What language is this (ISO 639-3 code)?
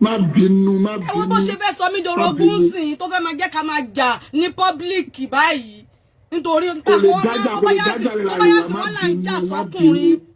yor